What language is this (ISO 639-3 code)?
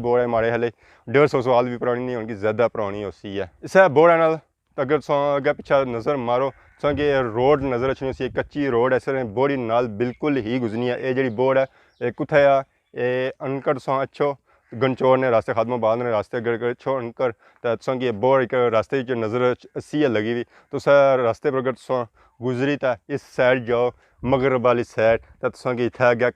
phr